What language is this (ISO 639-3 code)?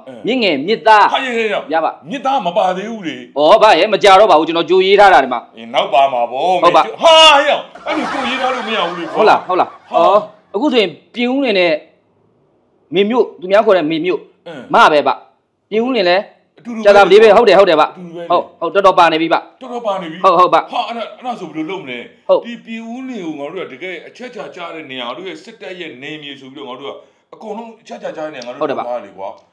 mya